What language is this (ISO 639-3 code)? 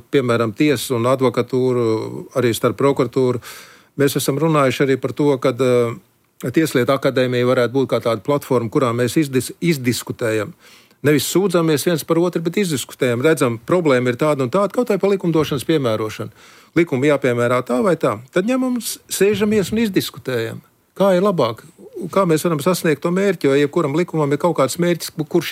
lav